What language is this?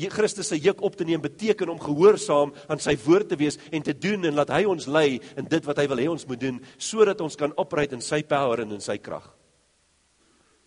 Afrikaans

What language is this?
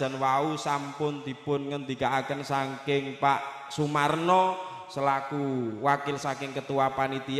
Javanese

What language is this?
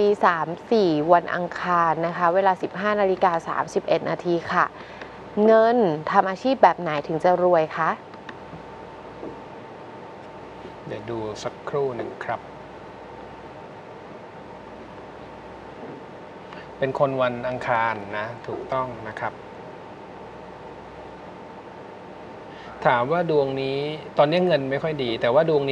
Thai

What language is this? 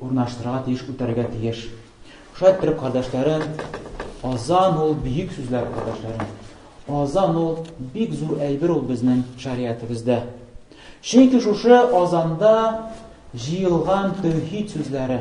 Tatar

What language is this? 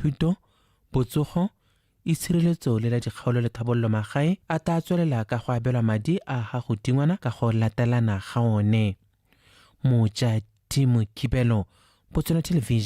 Tswana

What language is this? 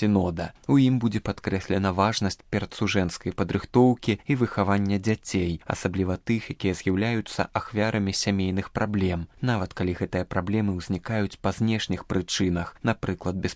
Belarusian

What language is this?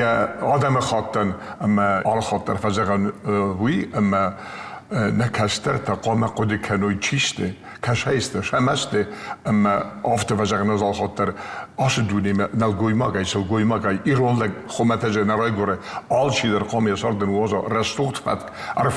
Ossetic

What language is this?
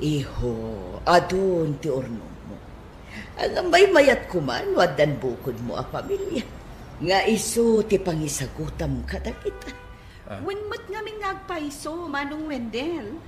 Iloko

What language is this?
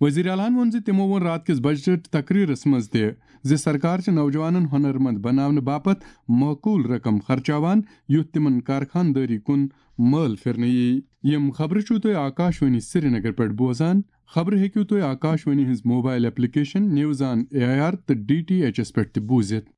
Kashmiri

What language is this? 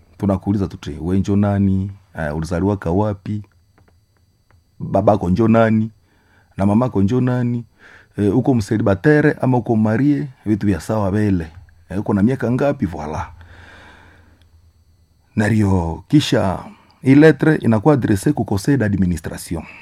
Swahili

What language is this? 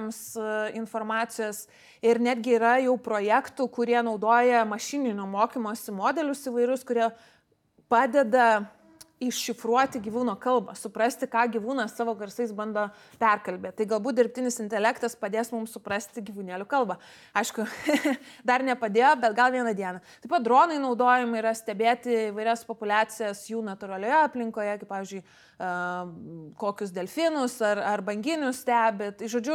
Lithuanian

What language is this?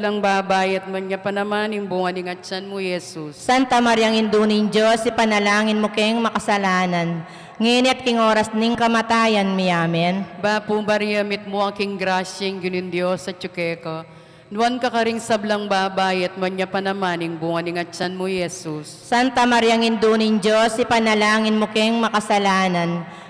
Pampanga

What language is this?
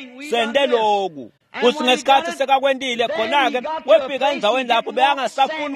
Swati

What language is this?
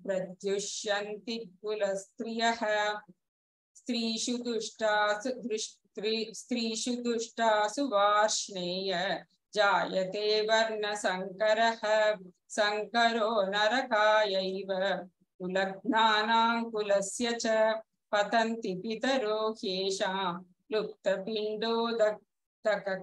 Sanskrit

